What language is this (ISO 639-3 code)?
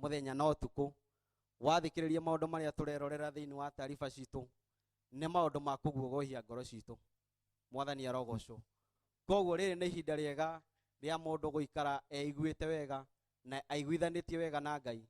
kik